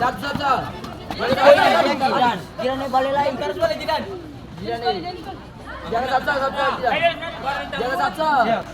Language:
Ambonese Malay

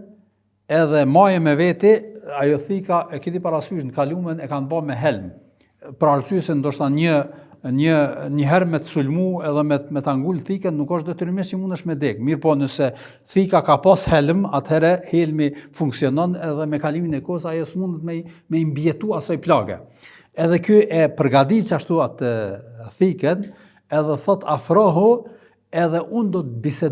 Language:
Albanian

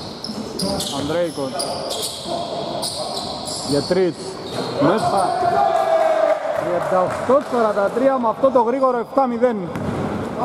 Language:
Greek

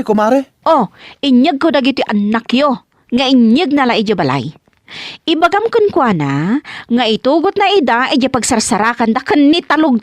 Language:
Iloko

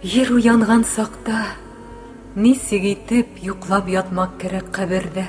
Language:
Bashkir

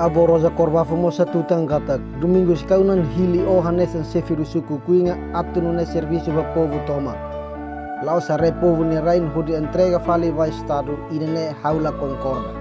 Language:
Tetum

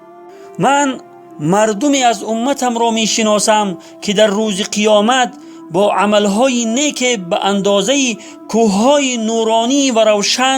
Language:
Tajik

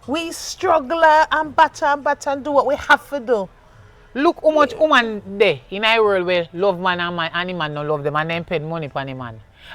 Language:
Jamaican Creole English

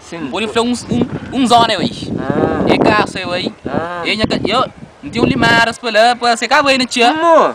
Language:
Kabuverdianu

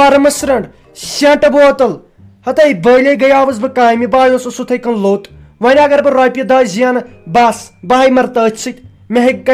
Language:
Kashmiri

